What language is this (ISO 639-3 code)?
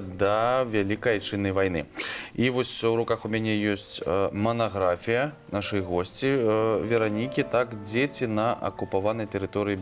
bel